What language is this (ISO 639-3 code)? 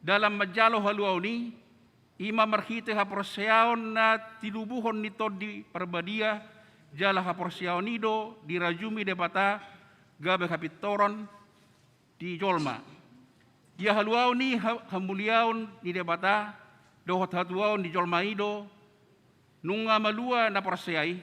bbc